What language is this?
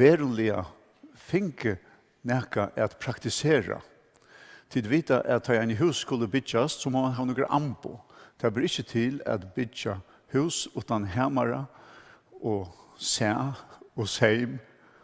Faroese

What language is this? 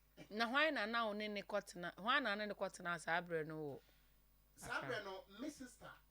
Akan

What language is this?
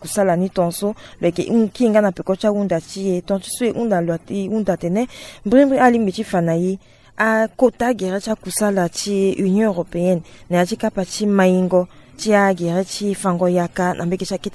Sango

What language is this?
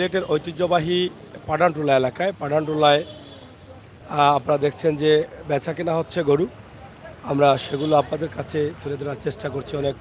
Sylheti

